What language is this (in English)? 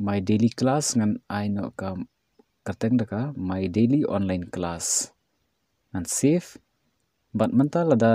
Khasi